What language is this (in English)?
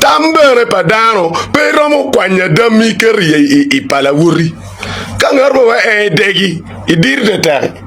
Acoli